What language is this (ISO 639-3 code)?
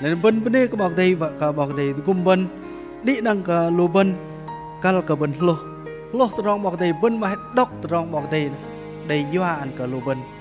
bdq